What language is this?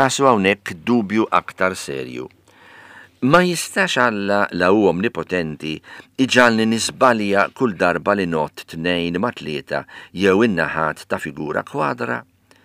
Maltese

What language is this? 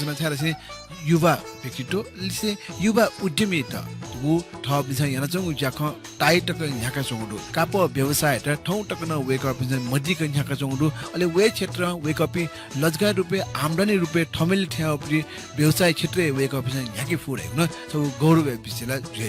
Newari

